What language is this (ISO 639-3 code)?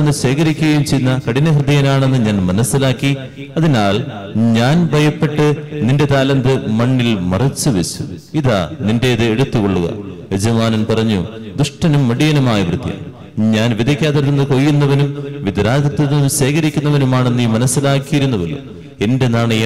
mal